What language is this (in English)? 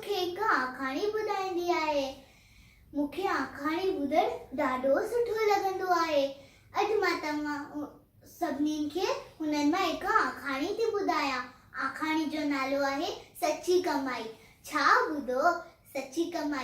Sindhi